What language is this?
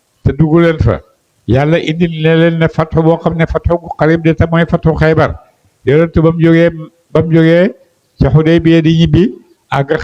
Wolof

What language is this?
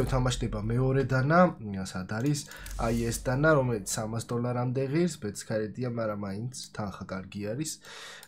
Georgian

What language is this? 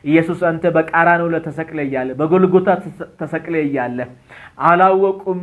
Amharic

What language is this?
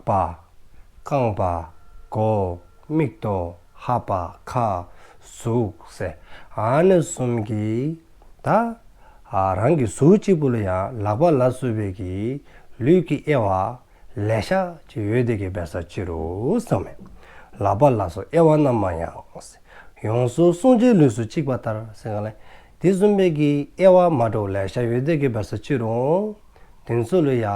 Dzongkha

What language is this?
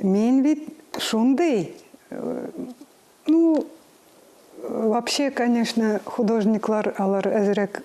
Tatar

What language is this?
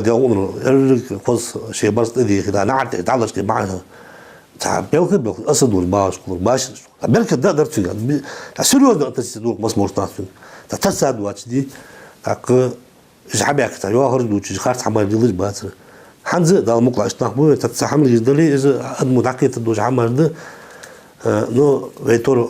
Ingush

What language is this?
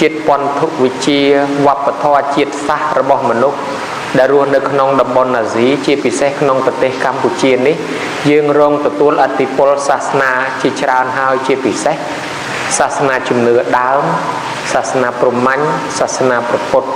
Khmer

